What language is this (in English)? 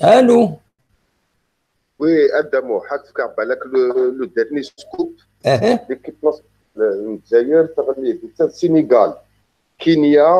Kabyle